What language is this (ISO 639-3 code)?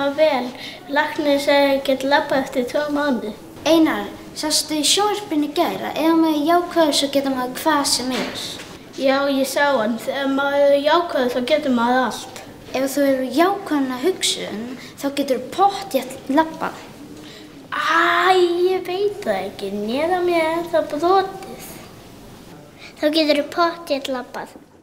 isl